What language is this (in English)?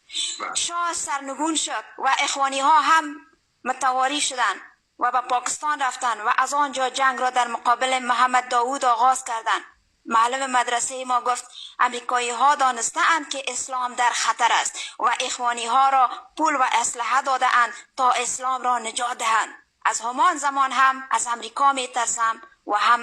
Persian